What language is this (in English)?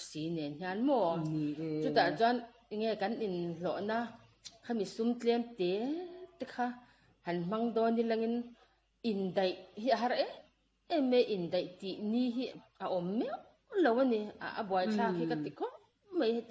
Mizo